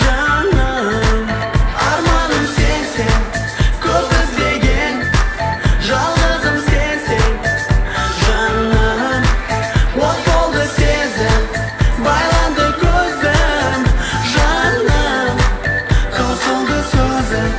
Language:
Kara-Kalpak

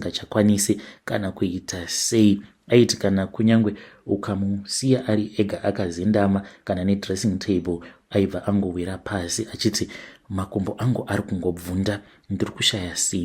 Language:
Shona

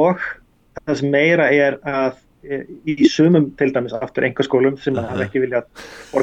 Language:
Icelandic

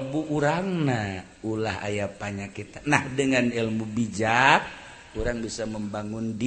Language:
Sundanese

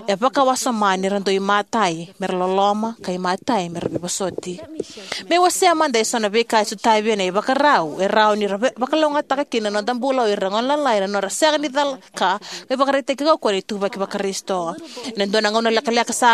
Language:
Fijian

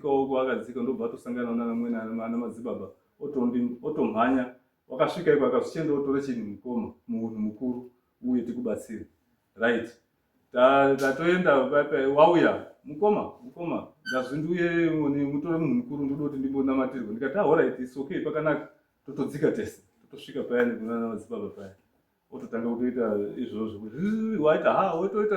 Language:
Shona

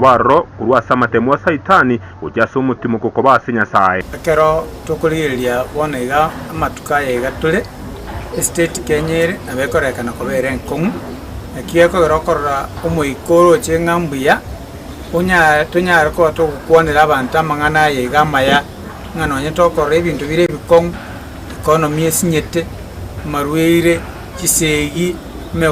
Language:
Gusii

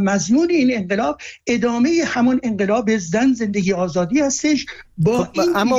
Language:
Persian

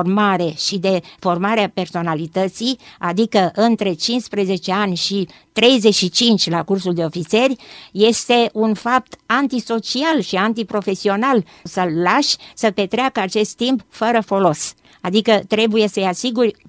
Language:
Romanian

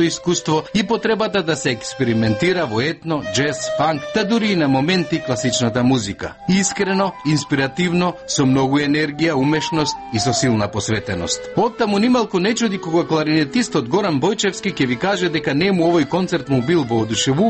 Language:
Macedonian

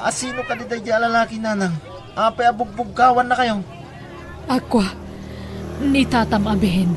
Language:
Iloko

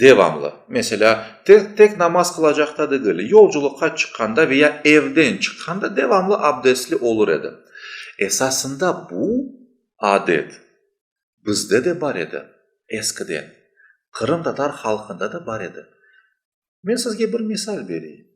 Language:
Crimean Tatar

